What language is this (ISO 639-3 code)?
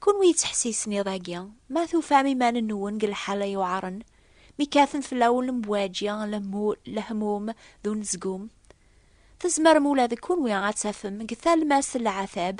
kab